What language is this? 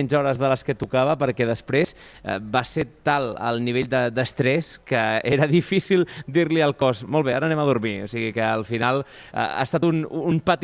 Catalan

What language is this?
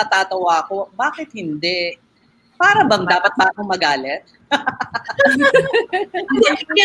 Filipino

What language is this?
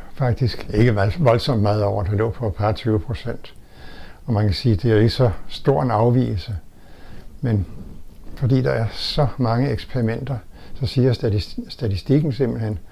Danish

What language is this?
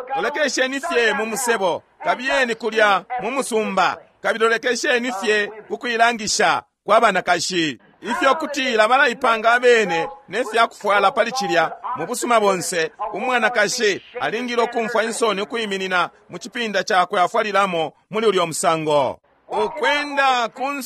Bemba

